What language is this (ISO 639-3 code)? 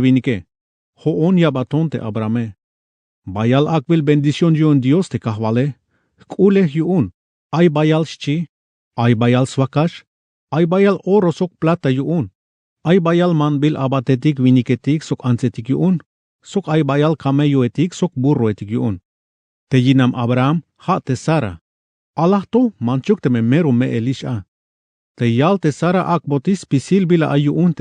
tzh